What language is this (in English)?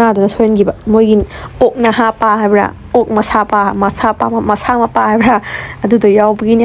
Manipuri